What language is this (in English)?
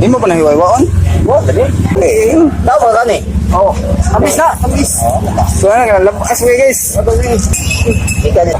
Cebuano